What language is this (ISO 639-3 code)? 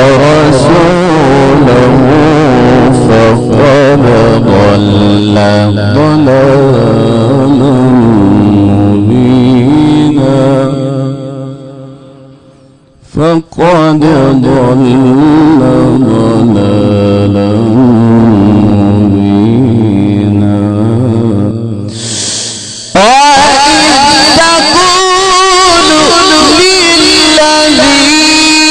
ara